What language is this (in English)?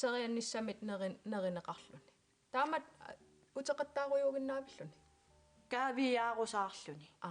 Kalaallisut